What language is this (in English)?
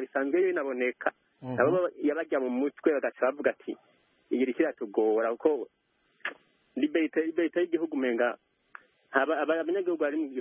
Kinyarwanda